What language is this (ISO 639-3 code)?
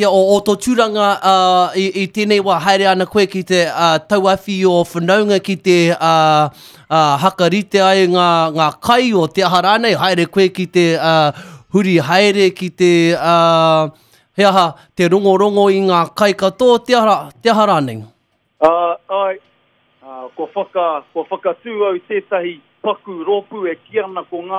mri